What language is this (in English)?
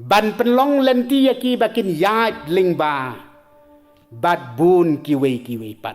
Khasi